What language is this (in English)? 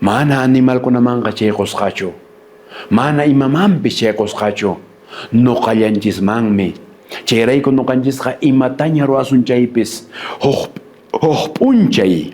Quechua